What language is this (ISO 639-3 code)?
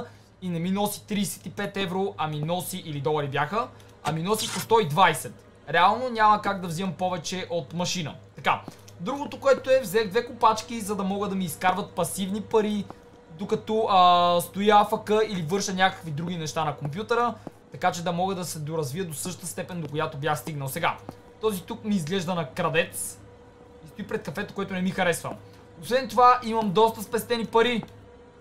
bul